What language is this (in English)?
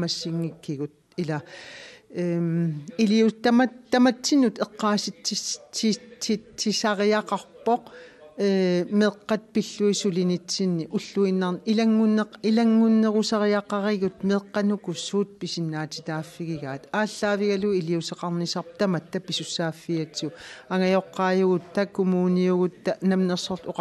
Kalaallisut